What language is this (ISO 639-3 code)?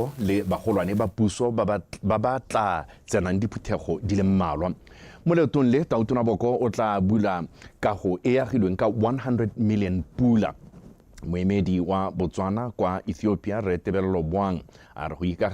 tsn